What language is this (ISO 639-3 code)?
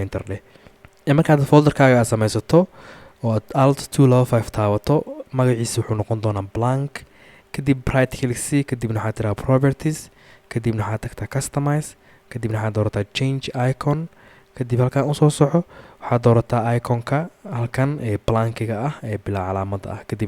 som